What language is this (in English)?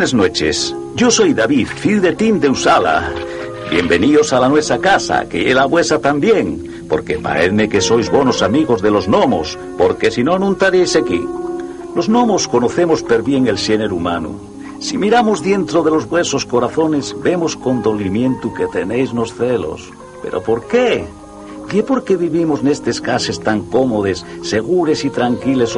Asturian